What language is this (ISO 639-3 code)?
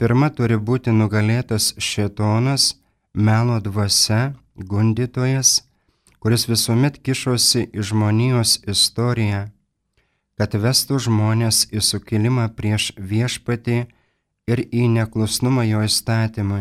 lit